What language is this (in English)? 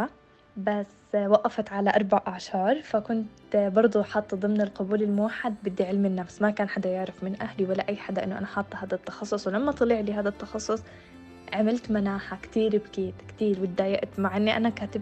North Levantine Arabic